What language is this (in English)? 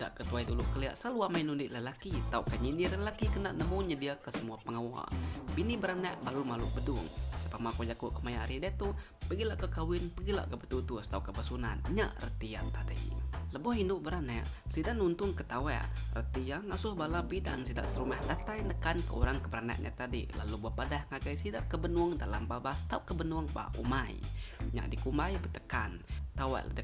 Iban